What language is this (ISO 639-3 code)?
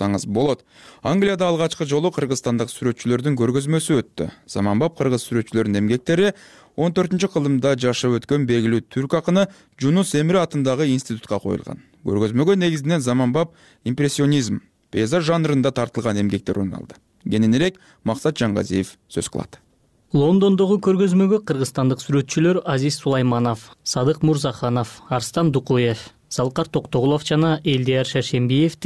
kir